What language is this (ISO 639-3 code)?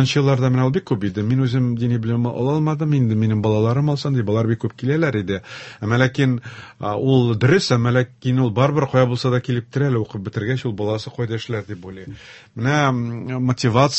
tat